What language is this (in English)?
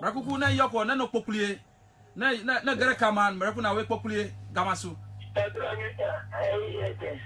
Ewe